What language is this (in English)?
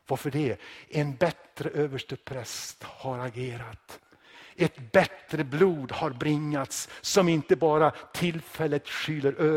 Swedish